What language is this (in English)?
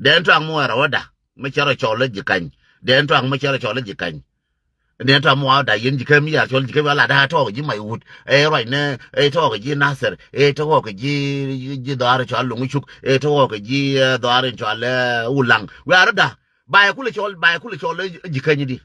Nuer